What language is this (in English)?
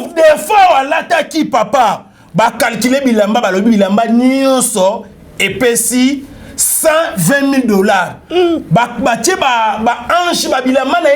Lingala